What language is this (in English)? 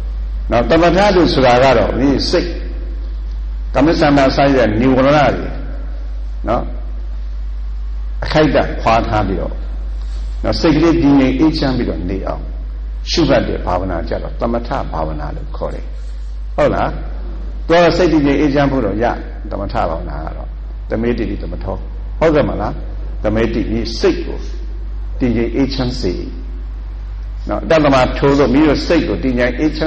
Burmese